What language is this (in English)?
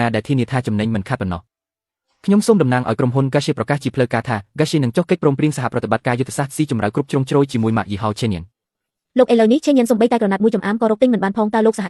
Khmer